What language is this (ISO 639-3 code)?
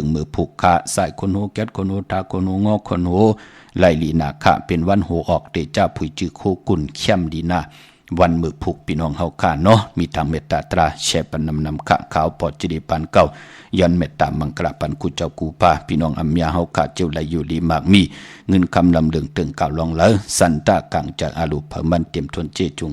shn